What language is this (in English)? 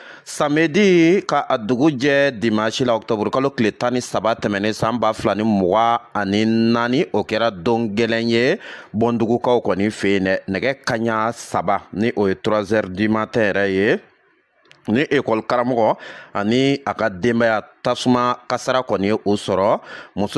Bambara